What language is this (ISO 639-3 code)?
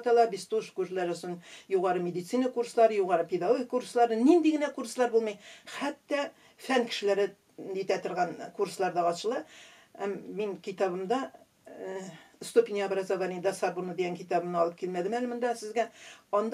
tat